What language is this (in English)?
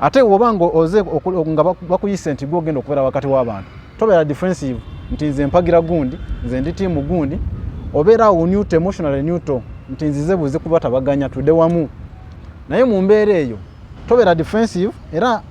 Ganda